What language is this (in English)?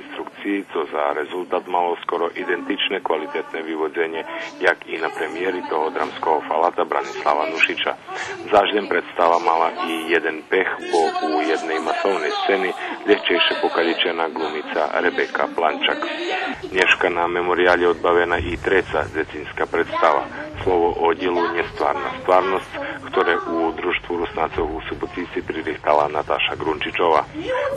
Rusyn